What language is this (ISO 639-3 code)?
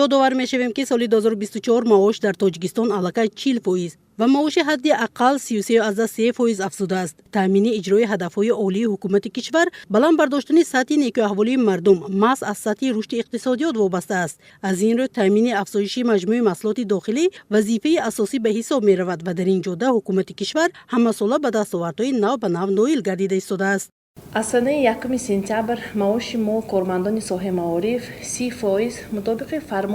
tgk